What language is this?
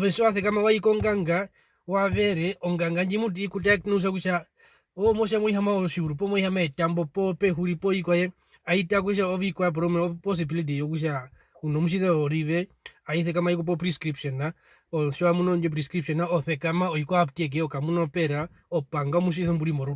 Herero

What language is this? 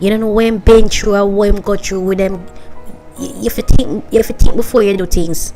Jamaican Creole English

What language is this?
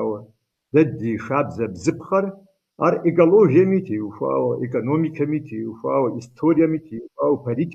Kabardian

